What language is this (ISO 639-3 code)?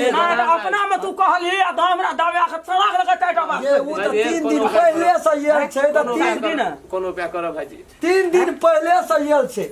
mai